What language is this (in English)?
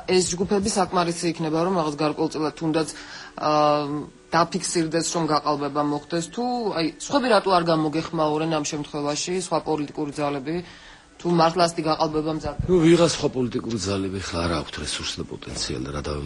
Georgian